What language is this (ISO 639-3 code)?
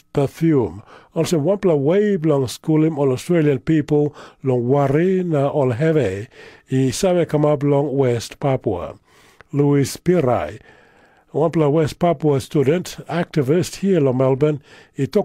tpi